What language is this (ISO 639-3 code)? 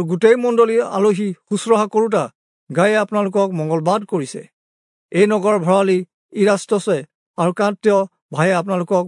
asm